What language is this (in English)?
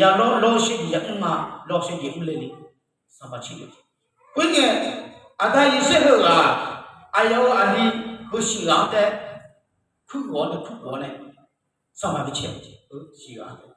Akha